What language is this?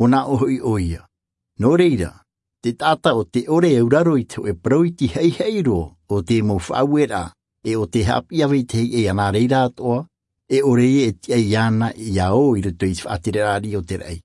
Tahitian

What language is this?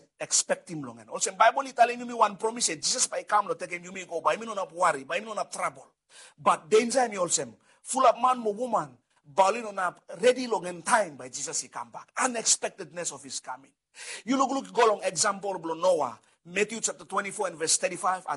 Bislama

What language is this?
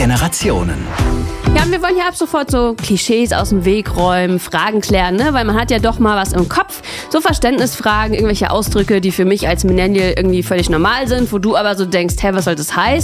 German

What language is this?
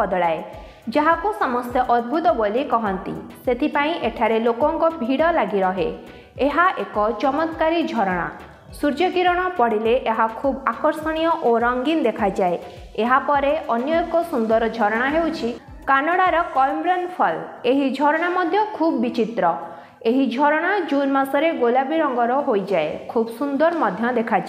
Odia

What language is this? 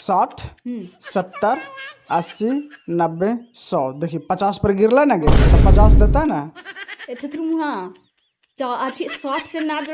Magahi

